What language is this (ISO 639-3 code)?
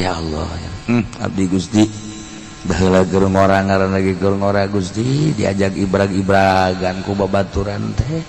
sun